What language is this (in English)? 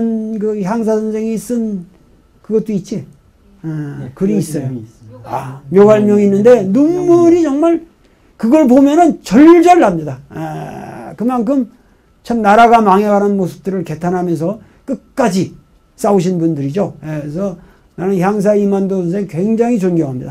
Korean